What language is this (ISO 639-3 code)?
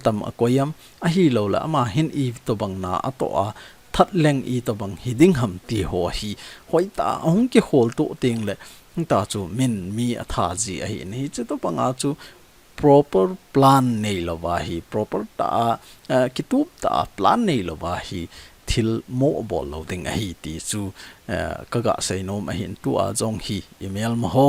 tcz